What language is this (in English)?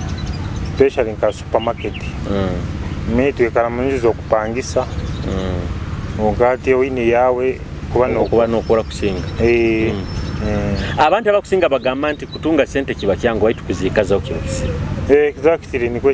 Nyoro